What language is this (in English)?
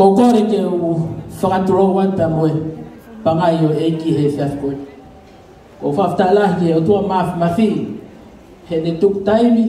Tongan